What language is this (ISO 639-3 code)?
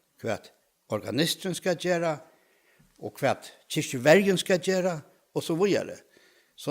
fao